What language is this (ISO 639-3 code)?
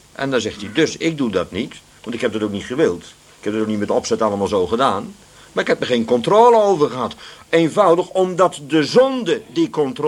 nld